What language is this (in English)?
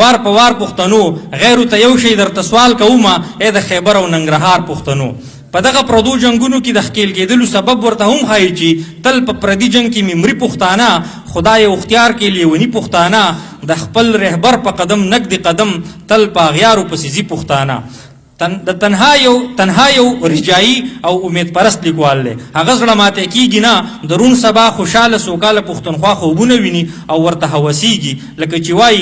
Pashto